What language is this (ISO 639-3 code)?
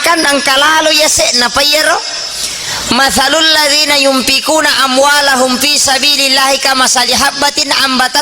bug